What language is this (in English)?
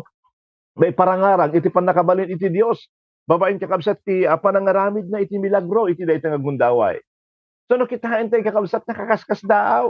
Iloko